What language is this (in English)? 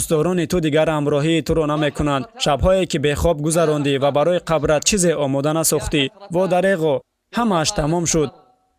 Tajik